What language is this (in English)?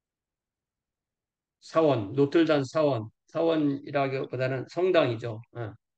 Korean